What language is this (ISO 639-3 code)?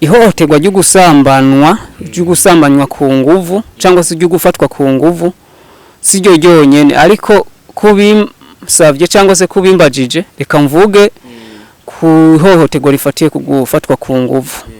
run